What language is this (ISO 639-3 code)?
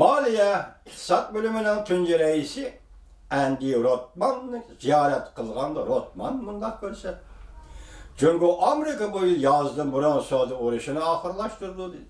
uig